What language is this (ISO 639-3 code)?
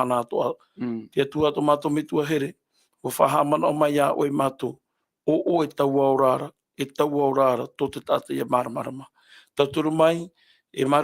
tah